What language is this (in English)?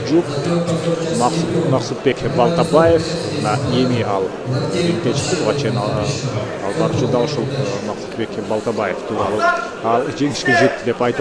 Kyrgyz